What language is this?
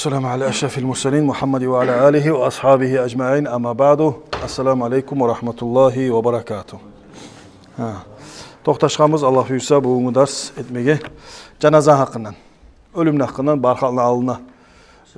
Kumyk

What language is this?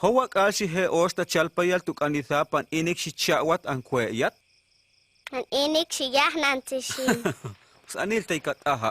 Huastec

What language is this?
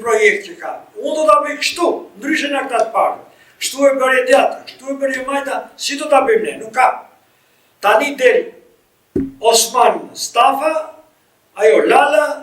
Albanian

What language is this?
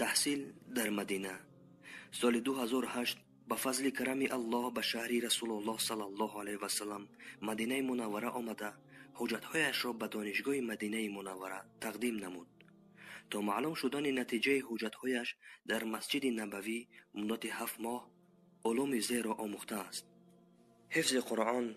Persian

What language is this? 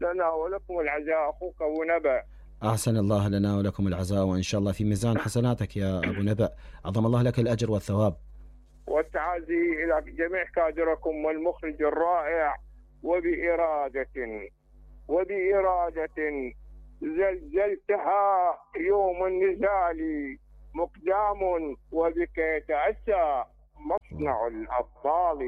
Mesopotamian Arabic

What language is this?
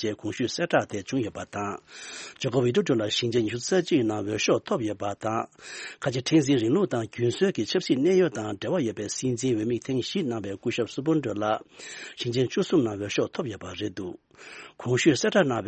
Tibetan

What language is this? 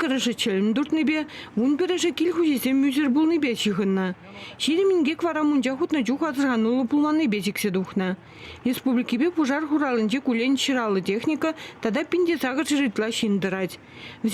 Chuvash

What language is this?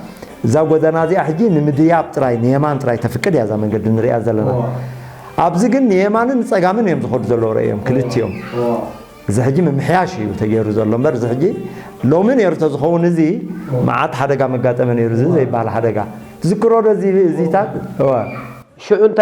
Tigrinya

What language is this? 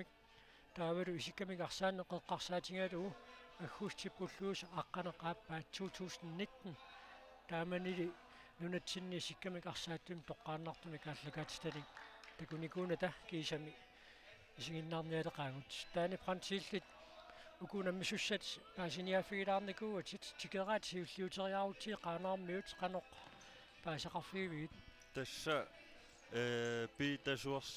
Kalaallisut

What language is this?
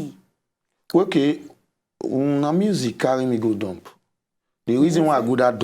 Nigerian Pidgin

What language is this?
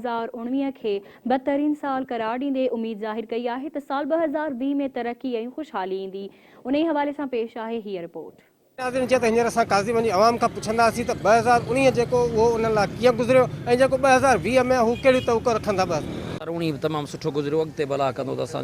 Sindhi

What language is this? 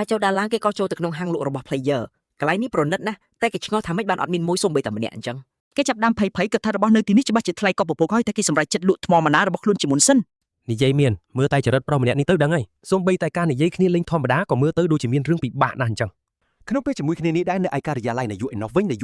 Khmer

